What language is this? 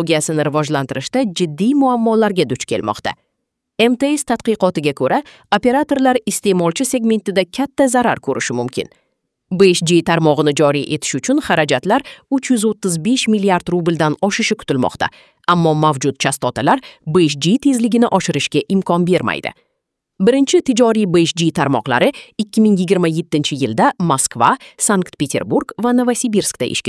Uzbek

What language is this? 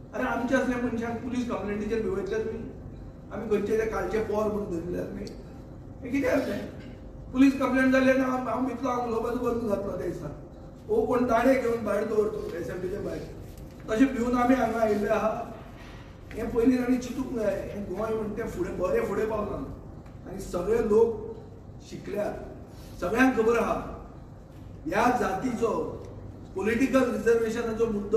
Konkani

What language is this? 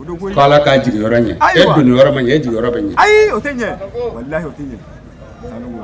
Bambara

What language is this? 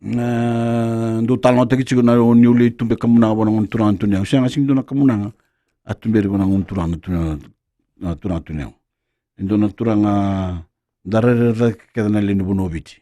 Fijian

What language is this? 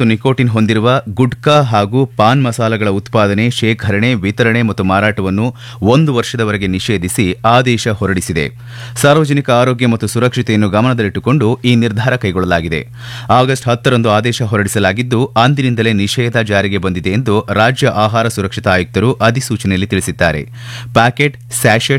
Kannada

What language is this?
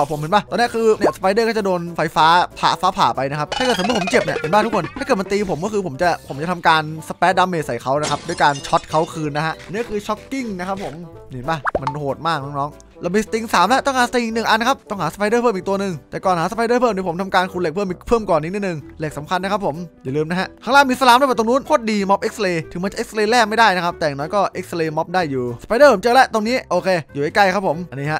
Thai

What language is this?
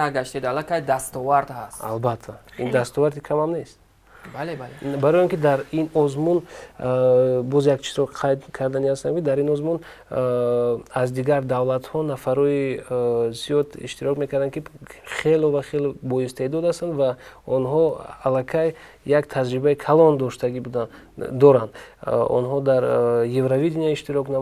Tajik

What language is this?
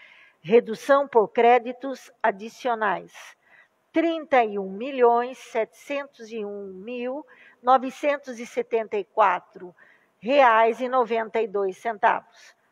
Portuguese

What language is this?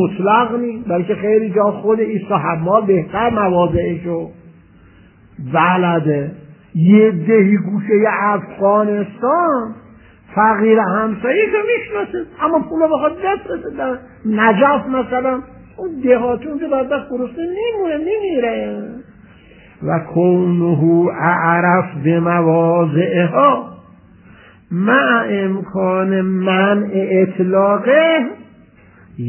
Persian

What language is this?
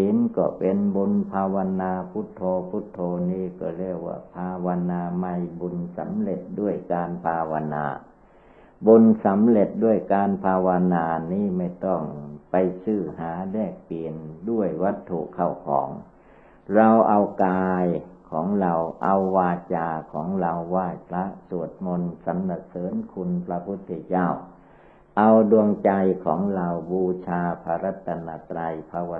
Thai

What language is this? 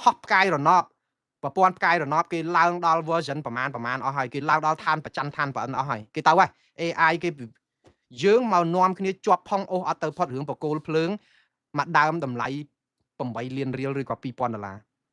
Khmer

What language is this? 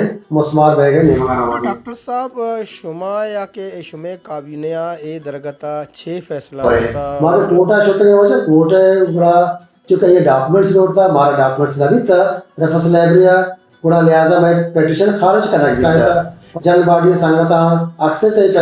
Baluchi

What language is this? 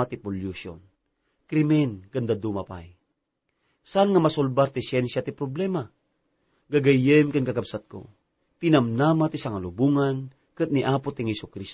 Iloko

